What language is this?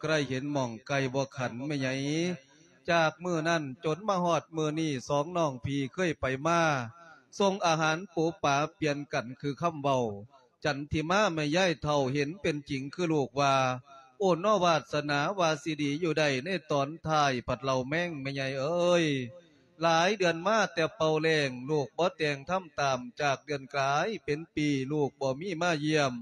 Lao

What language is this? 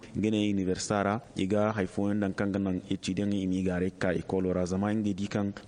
Zarma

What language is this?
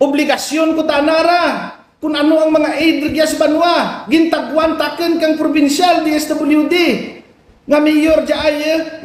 Hiligaynon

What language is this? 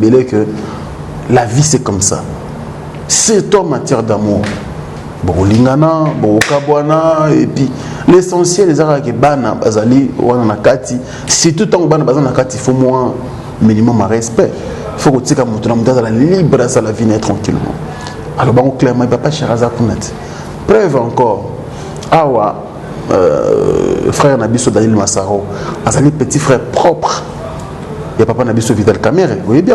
Lingala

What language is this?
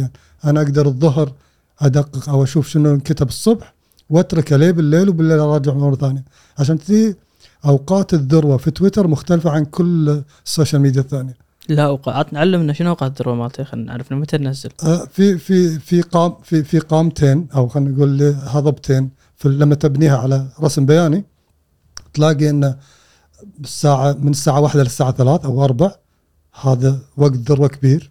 Gulf Arabic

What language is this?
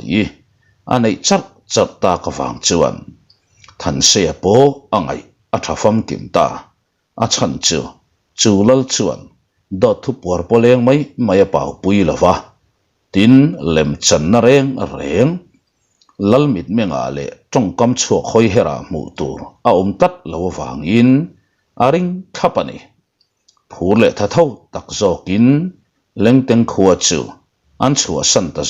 Mizo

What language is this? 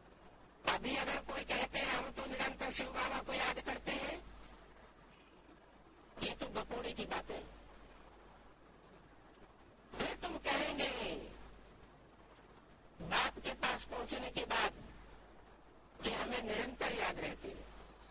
Hindi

